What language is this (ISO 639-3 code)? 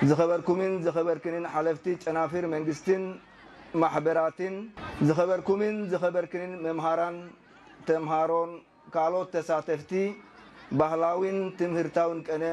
tir